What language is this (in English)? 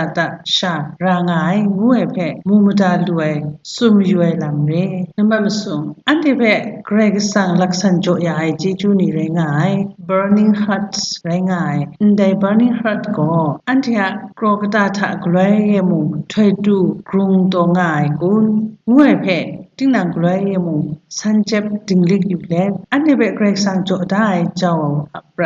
Kachin